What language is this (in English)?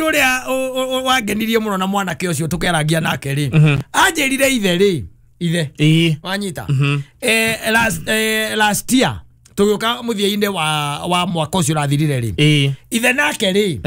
Kikuyu